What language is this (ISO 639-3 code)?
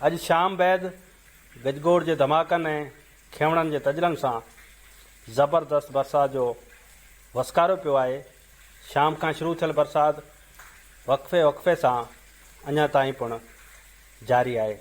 snd